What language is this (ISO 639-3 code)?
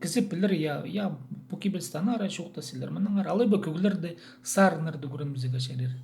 kjh